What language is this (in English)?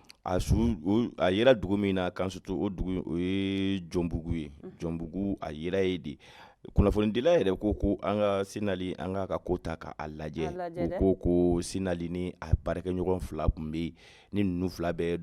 Bambara